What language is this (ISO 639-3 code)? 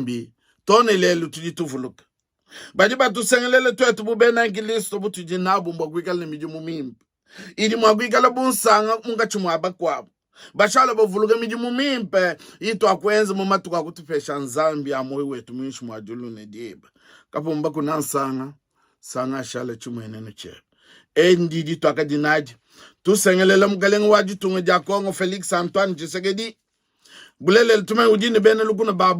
lua